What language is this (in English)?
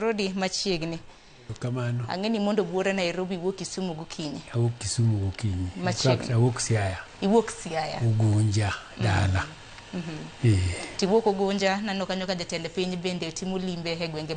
Luo (Kenya and Tanzania)